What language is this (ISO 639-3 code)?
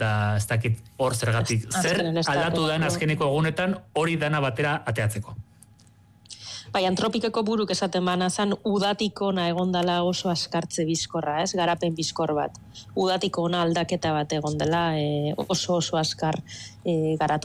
eus